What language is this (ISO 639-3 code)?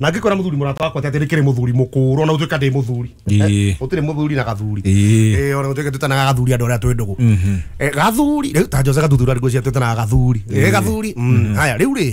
kik